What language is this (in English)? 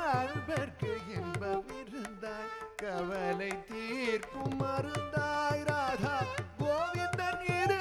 Tamil